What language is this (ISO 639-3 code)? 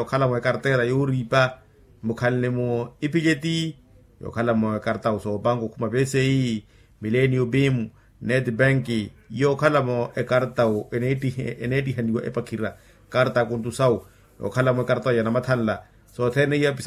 vmw